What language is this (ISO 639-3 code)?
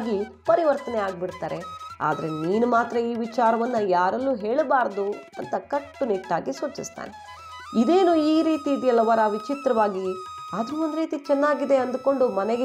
kan